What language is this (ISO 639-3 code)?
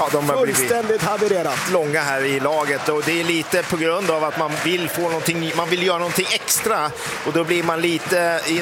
swe